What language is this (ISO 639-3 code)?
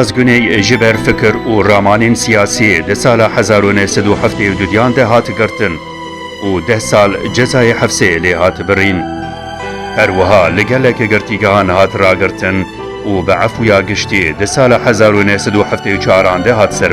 kur